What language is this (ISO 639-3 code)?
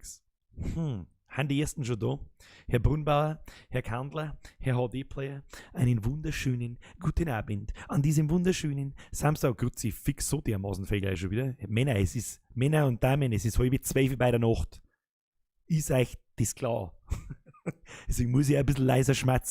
bar